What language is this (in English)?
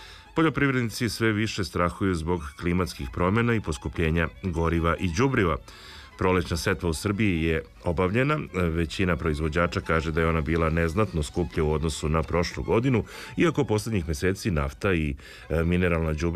Serbian